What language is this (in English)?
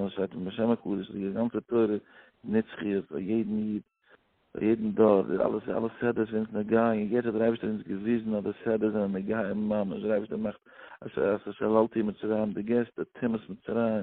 Yiddish